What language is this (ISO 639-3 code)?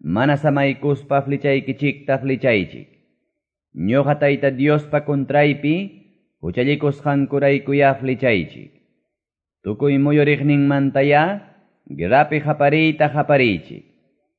que